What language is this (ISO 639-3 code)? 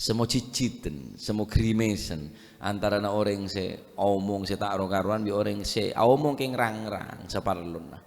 mad